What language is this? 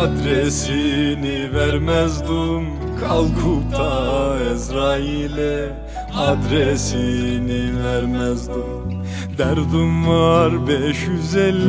Turkish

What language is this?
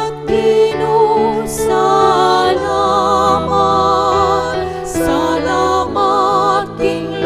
Pampanga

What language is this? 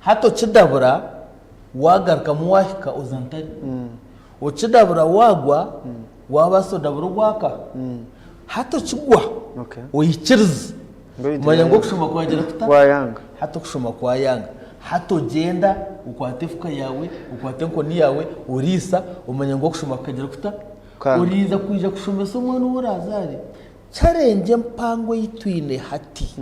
Nyankole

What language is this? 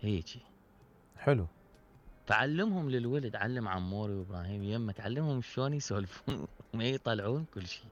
Mesopotamian Arabic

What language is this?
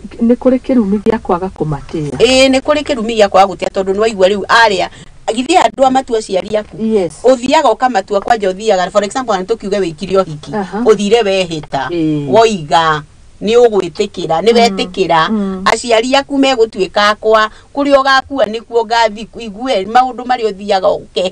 Kikuyu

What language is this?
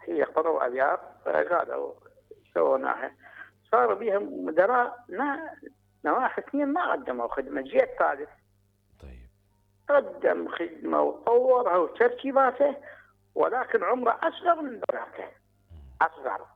Mesopotamian Arabic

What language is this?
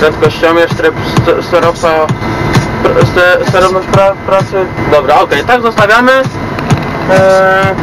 Polish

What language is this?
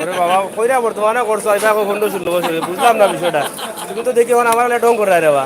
Sylheti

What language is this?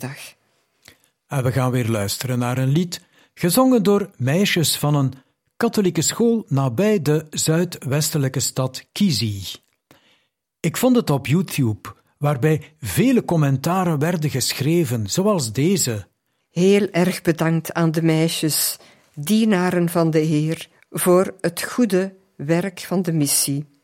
Dutch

